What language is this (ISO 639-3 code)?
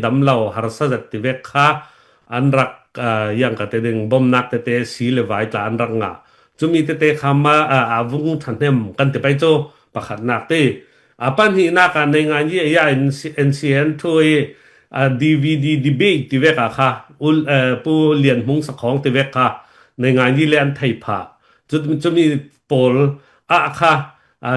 cfm